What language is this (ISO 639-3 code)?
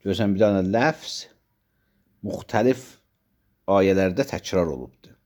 aze